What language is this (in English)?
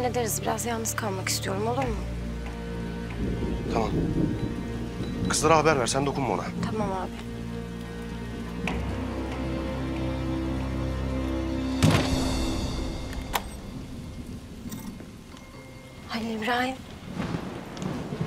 Turkish